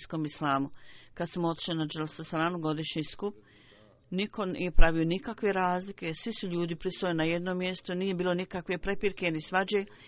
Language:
Bosnian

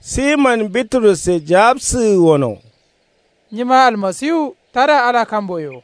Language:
Kanuri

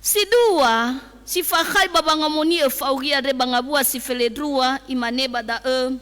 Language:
Nias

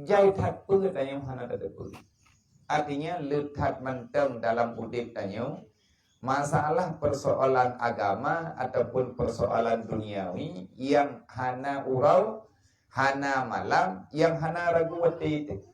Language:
Achinese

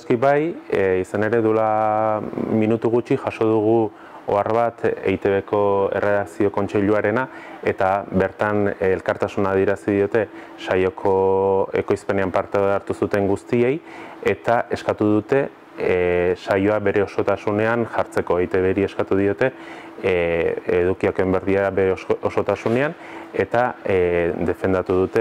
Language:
Basque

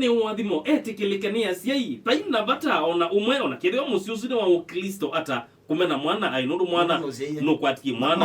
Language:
Kamba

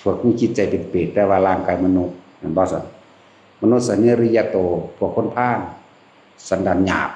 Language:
Northeastern Thai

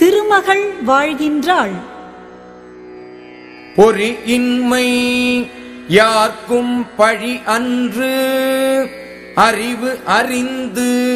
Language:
Tamil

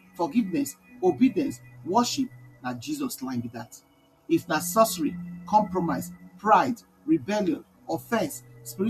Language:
Nigerian Pidgin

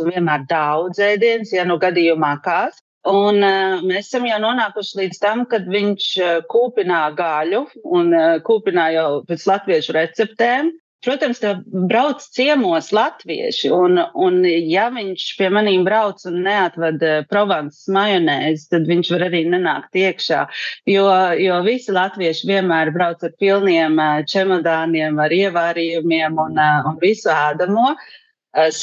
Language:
Latvian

